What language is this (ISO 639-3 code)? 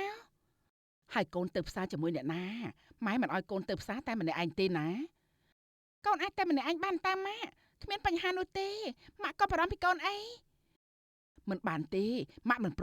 khm